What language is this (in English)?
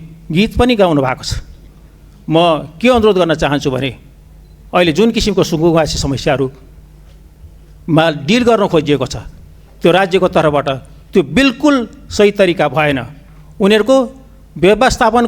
Nepali